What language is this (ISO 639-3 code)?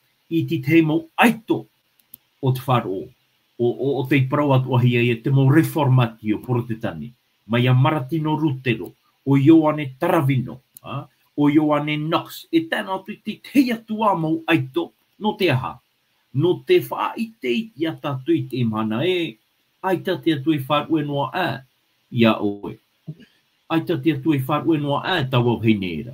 tah